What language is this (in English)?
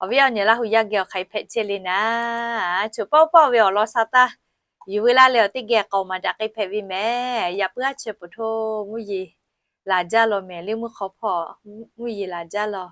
Lahu